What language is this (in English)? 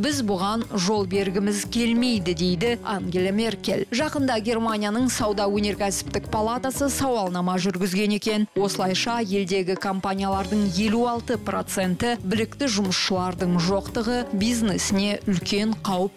Kazakh